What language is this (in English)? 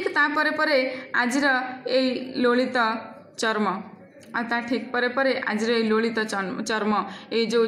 Odia